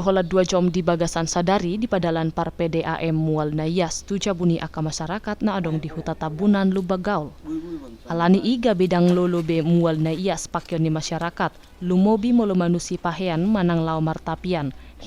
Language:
Batak Toba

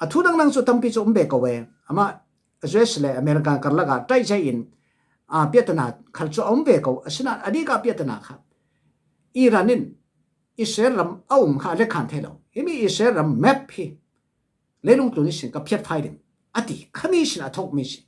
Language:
Falam Chin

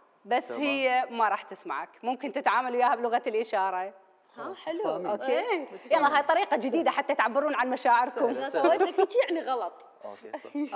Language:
Mesopotamian Arabic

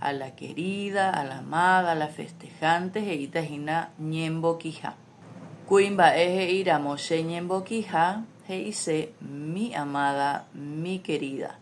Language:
Guarani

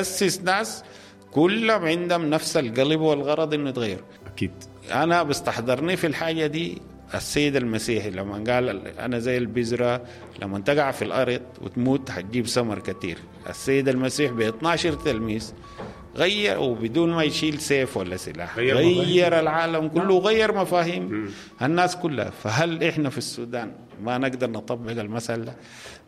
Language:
Sudanese Arabic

